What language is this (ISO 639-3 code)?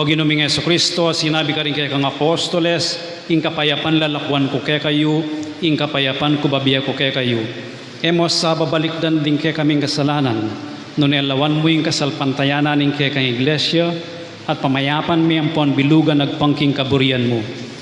pam